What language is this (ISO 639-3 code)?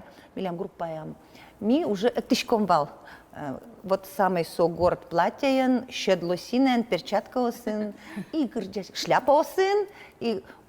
udm